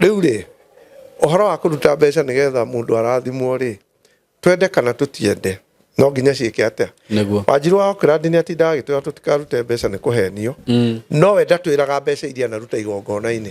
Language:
Kikuyu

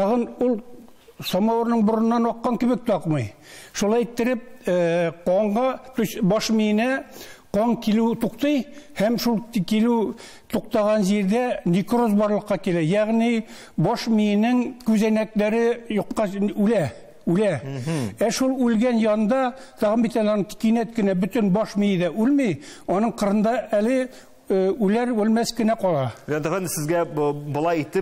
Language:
Tatar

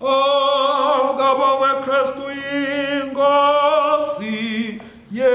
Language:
Swati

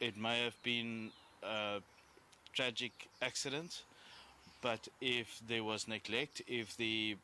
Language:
English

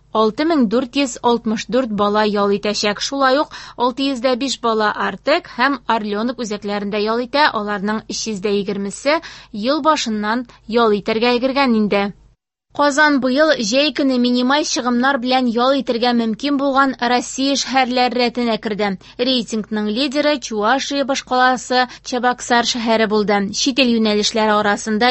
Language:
Tatar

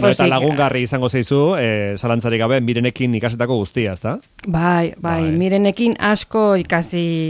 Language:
Basque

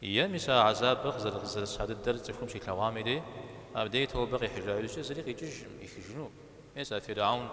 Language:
Kabardian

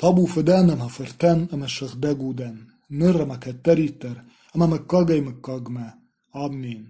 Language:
Ossetic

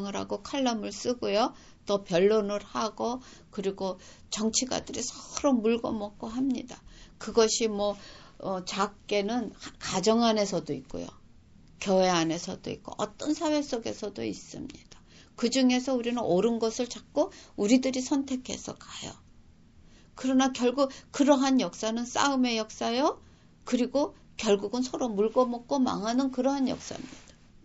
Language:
Korean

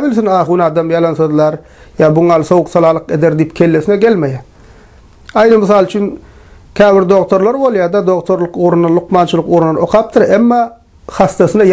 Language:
Turkmen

